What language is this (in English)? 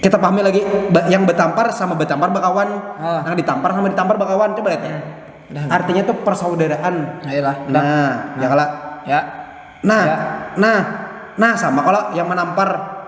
Banjar